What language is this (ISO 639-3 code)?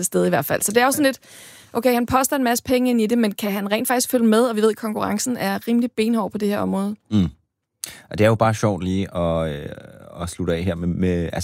dan